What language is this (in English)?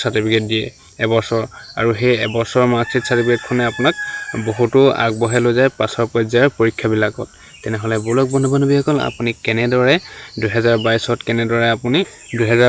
Assamese